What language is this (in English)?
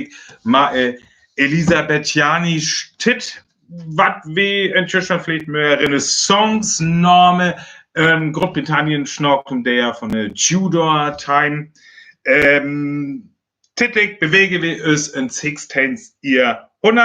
Northern Frisian